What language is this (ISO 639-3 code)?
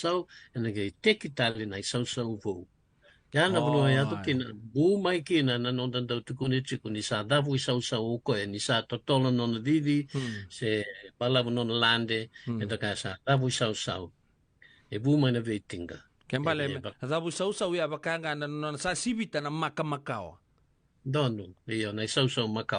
fij